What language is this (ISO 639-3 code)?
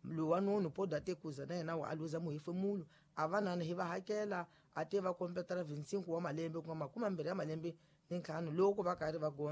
tso